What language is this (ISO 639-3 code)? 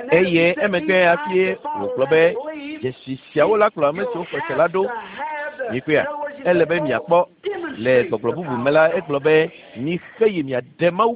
ewe